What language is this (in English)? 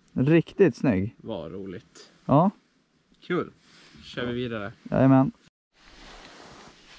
Swedish